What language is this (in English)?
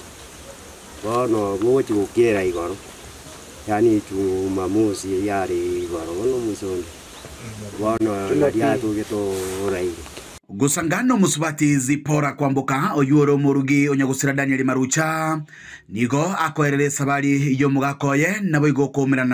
Gusii